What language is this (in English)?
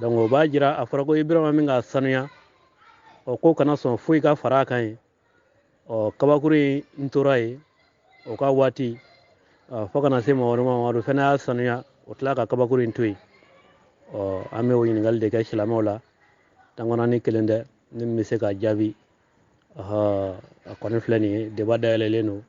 Bambara